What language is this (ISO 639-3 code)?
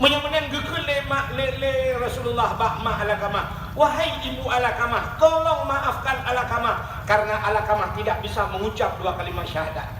ace